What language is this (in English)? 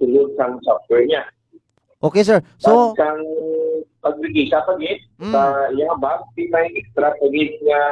Hiligaynon